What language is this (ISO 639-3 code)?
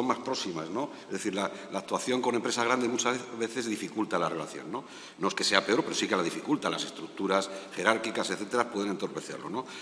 spa